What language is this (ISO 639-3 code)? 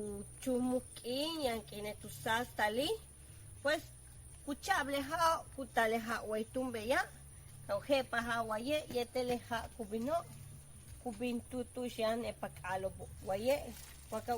yua